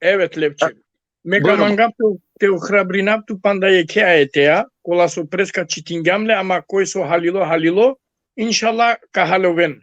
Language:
Balkan Romani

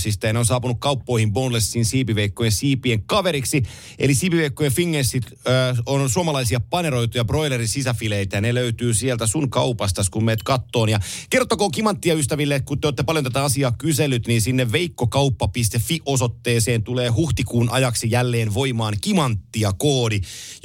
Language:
Finnish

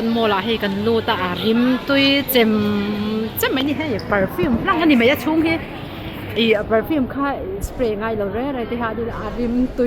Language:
Mizo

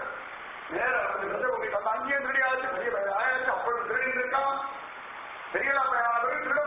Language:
Tamil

